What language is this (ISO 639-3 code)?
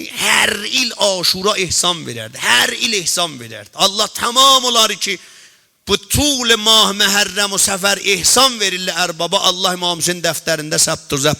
azb